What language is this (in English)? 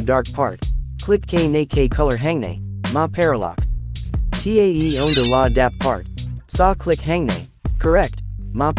Khasi